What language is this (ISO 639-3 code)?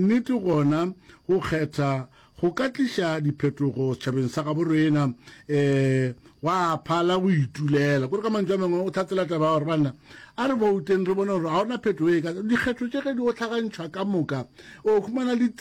nso